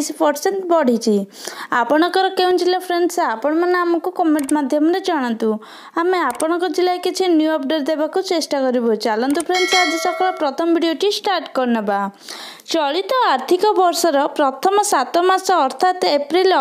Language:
Odia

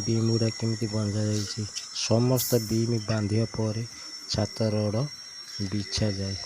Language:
Odia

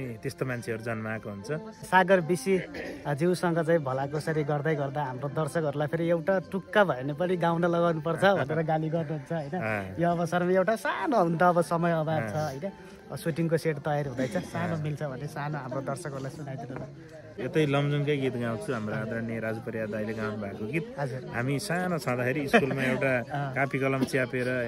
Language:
Nepali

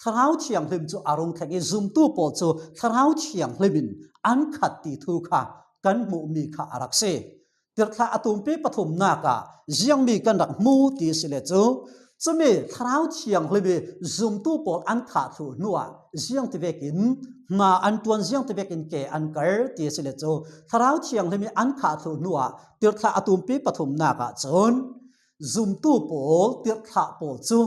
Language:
Falam Chin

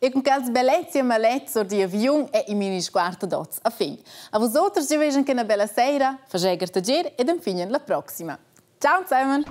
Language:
Romansh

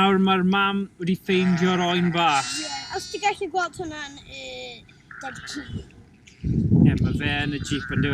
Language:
Welsh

